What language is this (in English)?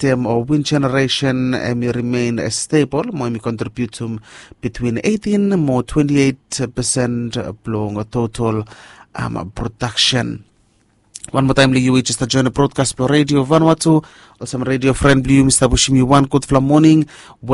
Bislama